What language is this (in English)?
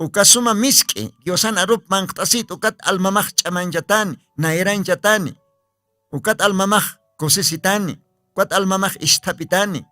Aymara